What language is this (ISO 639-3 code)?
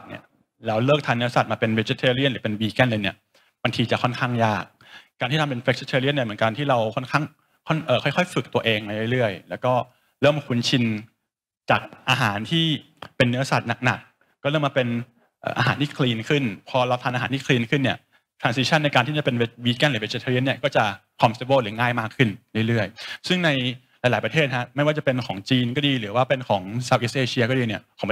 tha